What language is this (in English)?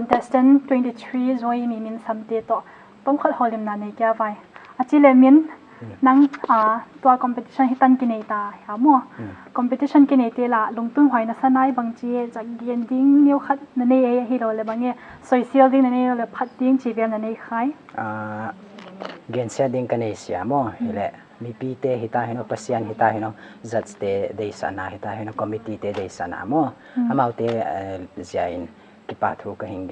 Paite Chin